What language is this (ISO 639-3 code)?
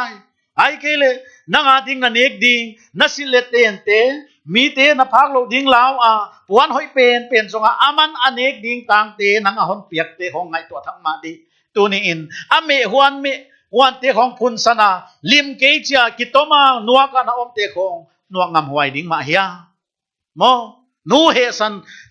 pck